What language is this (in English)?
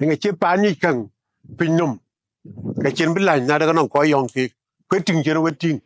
Dinka